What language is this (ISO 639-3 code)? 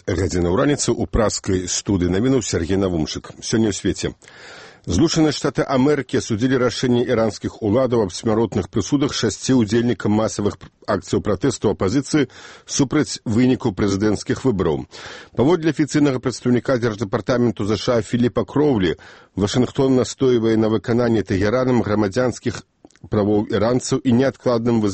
bel